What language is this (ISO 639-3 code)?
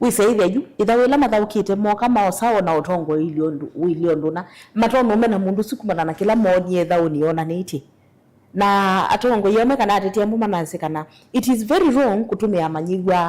kam